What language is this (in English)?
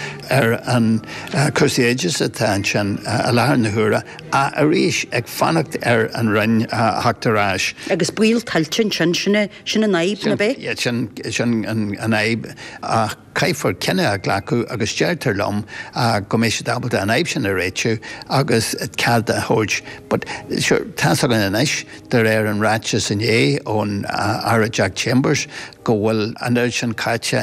Irish